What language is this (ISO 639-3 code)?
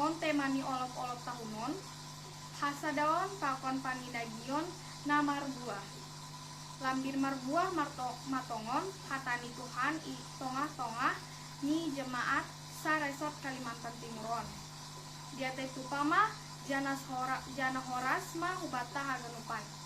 bts